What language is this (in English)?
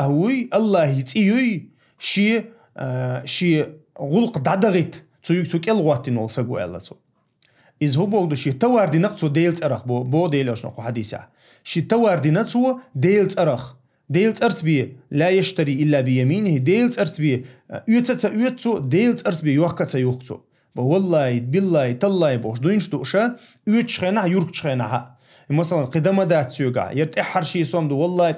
Chechen